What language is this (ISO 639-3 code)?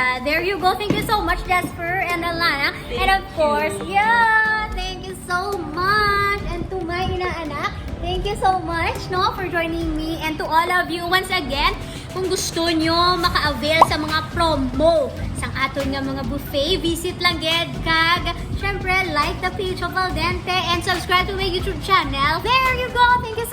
hil